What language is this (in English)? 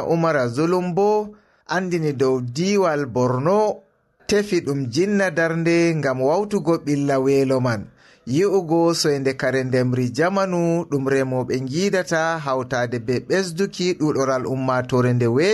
Fula